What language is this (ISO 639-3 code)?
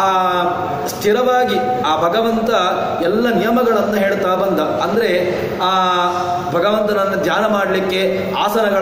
kan